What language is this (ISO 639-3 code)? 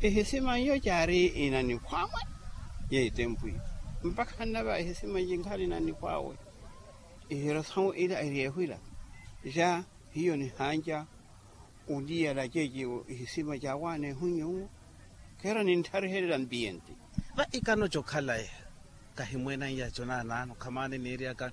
vmw